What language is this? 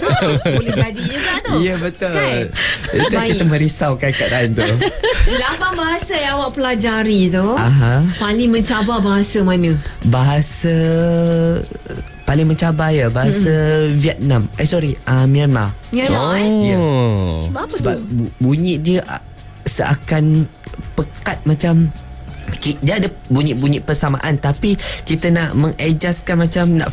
Malay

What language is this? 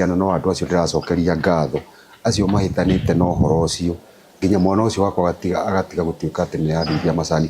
Kikuyu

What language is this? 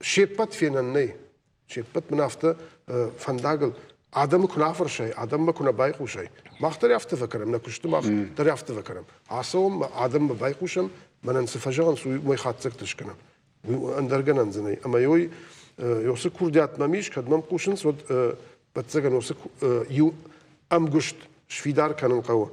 Ossetic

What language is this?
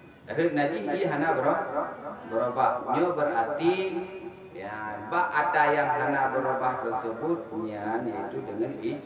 Achinese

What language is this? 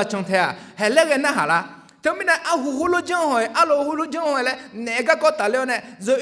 Akha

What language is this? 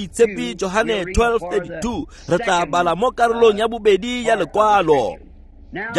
Tswana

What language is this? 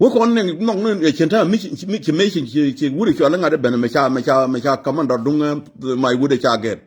Nuer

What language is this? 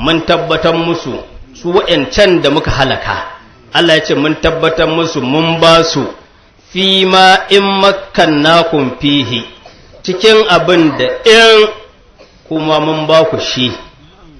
Hausa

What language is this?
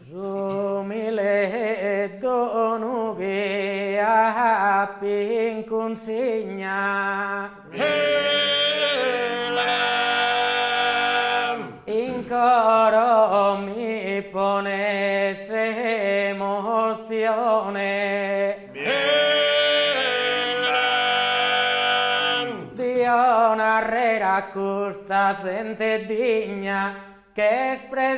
Sardinian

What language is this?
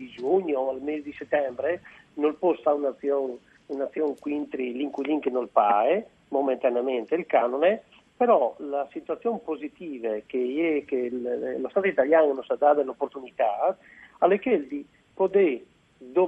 Friulian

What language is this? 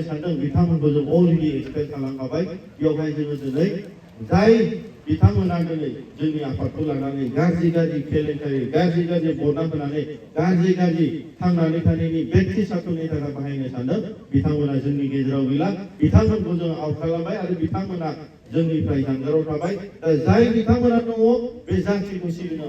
Bodo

